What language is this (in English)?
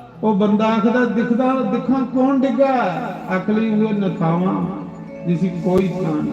Dogri